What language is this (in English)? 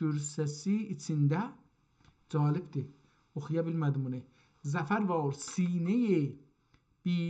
South Azerbaijani